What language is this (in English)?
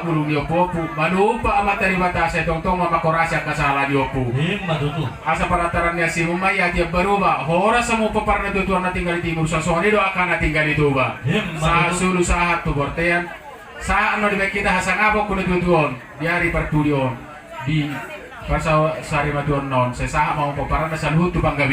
Batak Toba